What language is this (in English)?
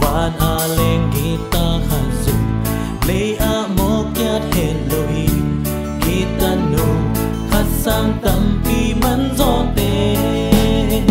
Tedim Chin